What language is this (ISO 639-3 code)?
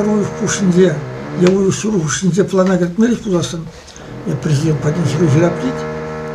chv